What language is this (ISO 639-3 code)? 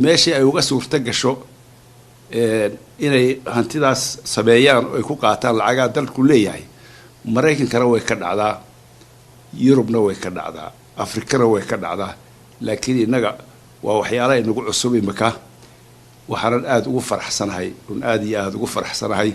som